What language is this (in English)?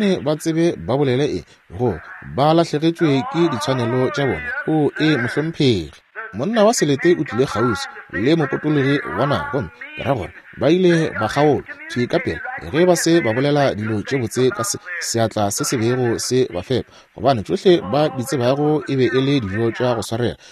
Northern Sotho